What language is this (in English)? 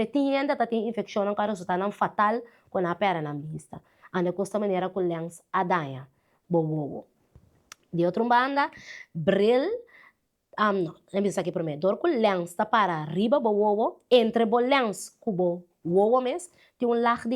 Papiamento